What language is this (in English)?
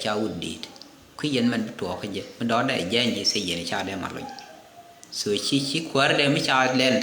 Nuer